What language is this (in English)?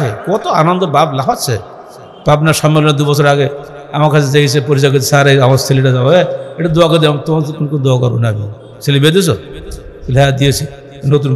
Bangla